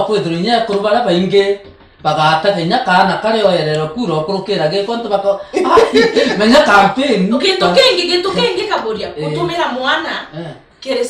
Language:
Meru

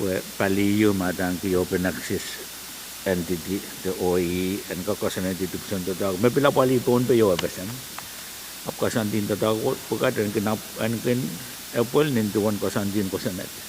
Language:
Pohnpeian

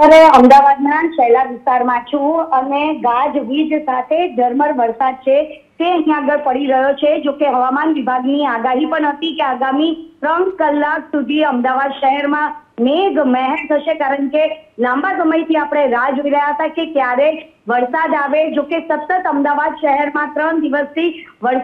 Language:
Gujarati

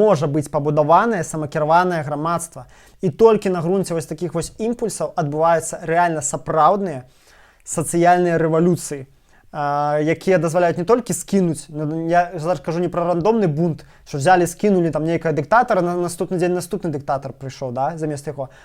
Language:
Belarusian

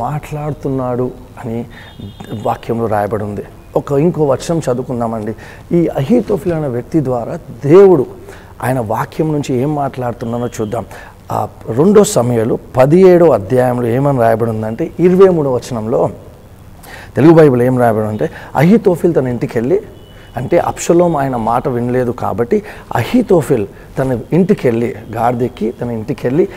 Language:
Telugu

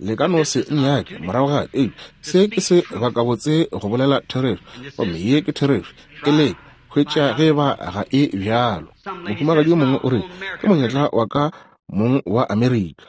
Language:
Northern Sotho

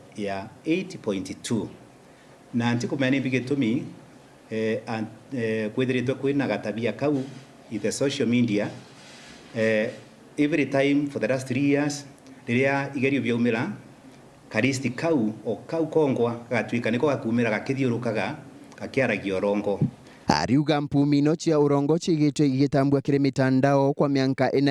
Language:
Meru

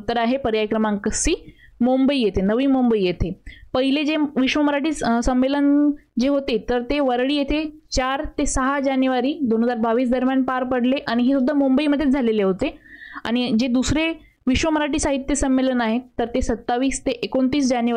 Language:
Marathi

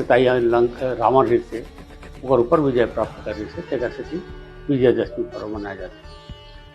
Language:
Chhattisgarhi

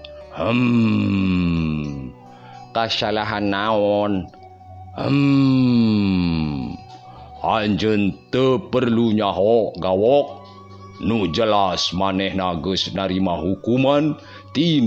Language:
Sundanese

